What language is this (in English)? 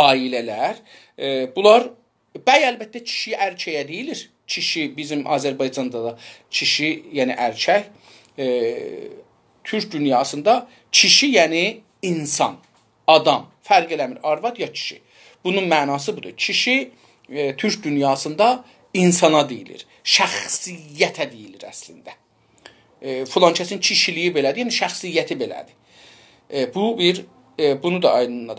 South Azerbaijani